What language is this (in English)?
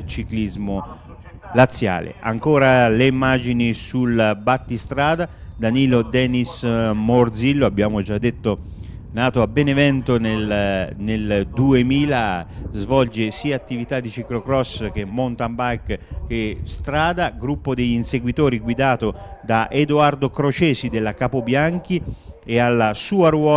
Italian